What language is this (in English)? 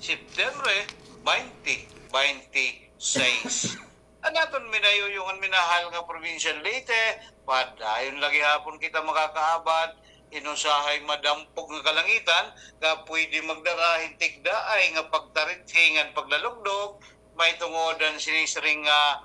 Waray